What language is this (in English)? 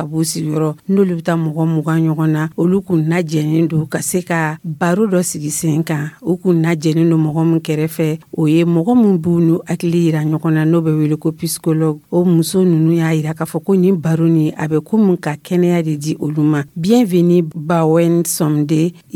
Dyula